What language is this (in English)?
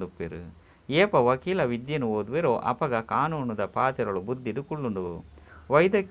Tulu